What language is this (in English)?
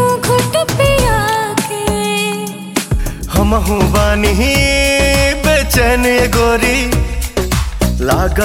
Bhojpuri